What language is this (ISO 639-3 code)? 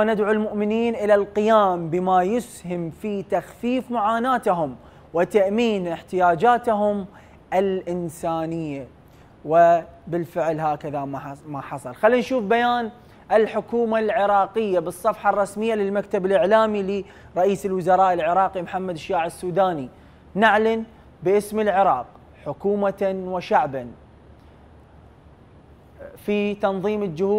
ara